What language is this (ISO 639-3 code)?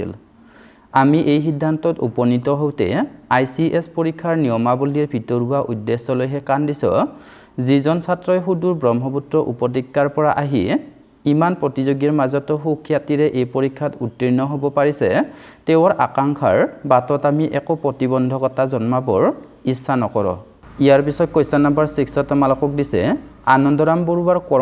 asm